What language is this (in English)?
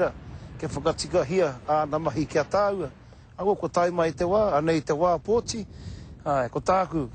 Māori